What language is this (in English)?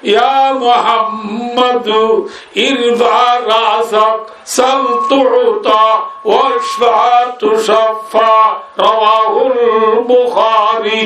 Rohingya